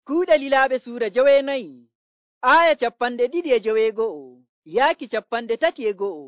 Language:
Nigerian Fulfulde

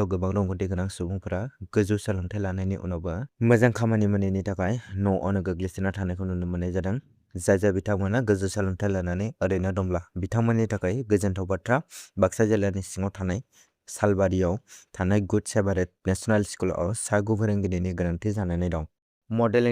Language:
Bodo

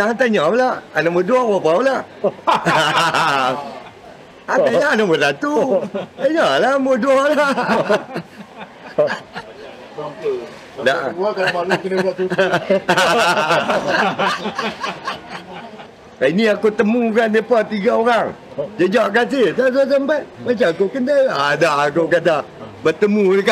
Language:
Malay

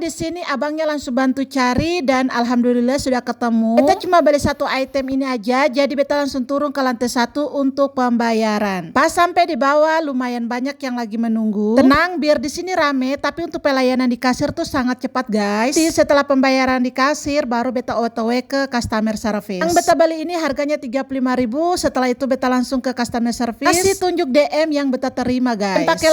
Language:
Ambonese Malay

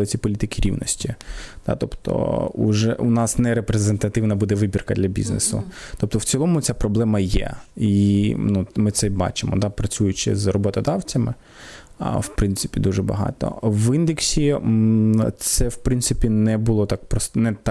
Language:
Ukrainian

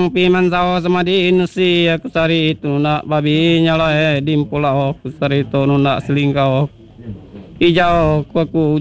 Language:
Iban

